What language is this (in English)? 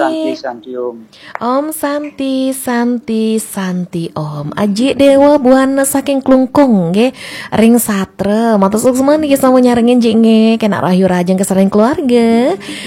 Balinese